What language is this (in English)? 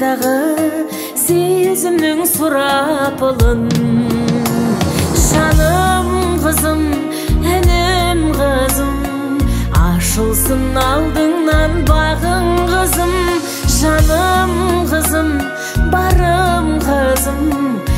Kazakh